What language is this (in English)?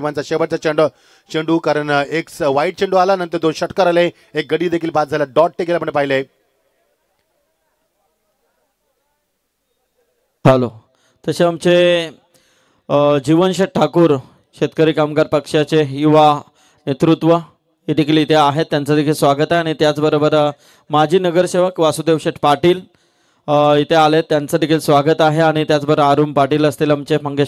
Marathi